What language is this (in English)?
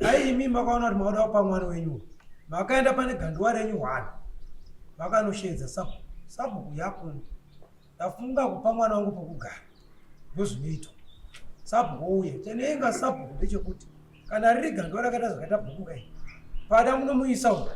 Shona